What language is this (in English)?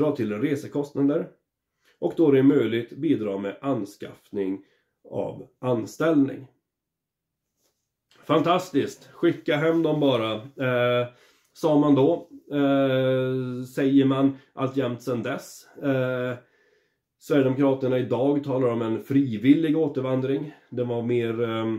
Swedish